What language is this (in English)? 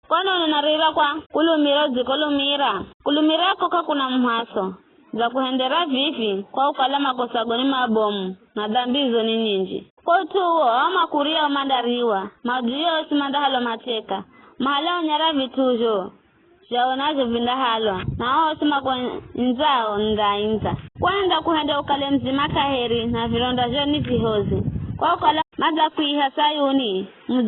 Giryama